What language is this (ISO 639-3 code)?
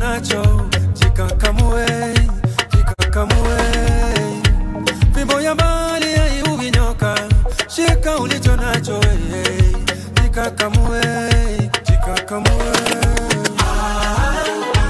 swa